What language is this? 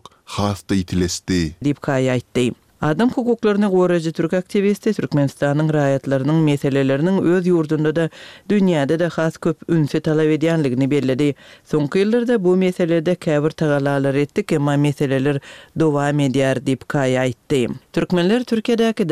Turkmen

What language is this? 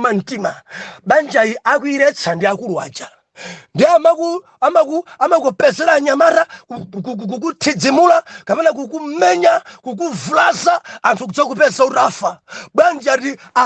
Nyanja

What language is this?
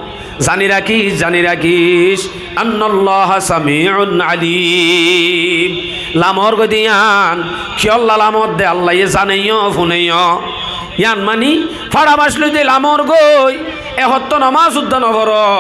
Rohingya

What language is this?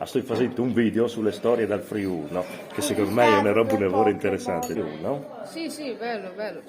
Friulian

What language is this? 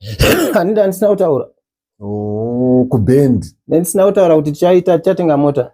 Shona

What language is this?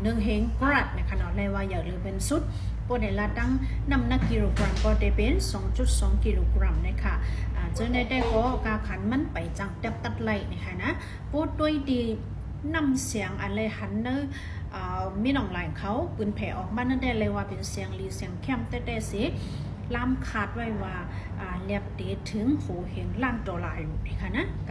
Shan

